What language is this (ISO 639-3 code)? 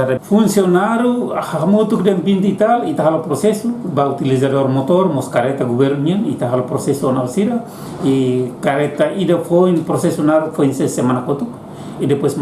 tet